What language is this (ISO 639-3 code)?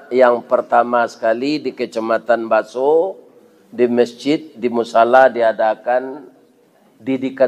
min